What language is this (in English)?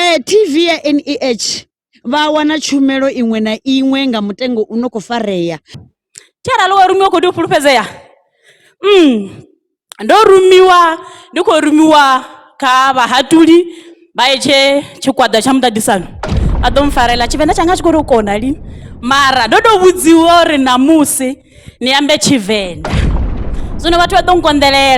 Venda